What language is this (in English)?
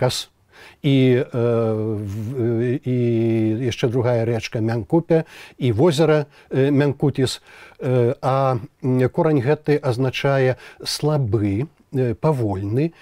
Belarusian